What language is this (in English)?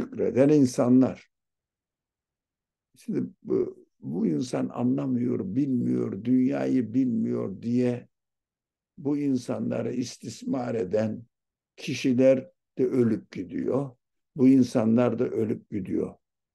Turkish